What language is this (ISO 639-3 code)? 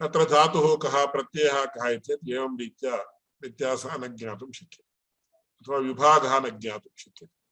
san